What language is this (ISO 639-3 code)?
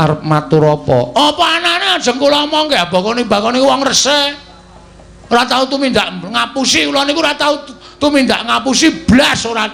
jav